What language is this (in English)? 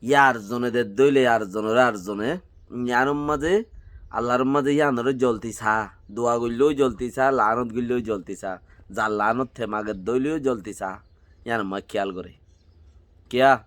Rohingya